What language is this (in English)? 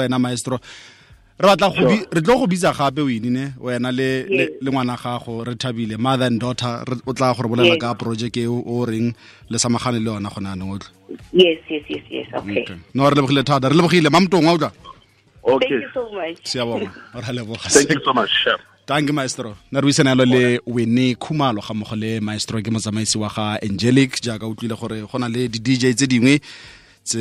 Tswana